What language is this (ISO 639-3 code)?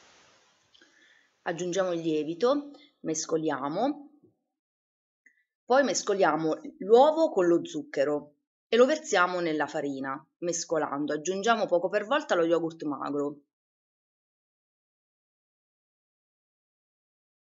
ita